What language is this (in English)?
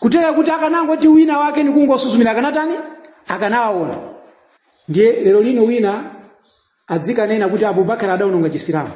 Nyanja